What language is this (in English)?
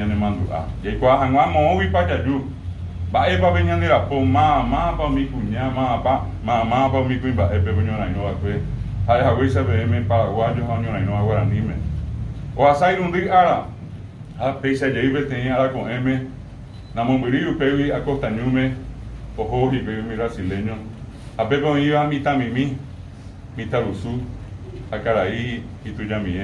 Guarani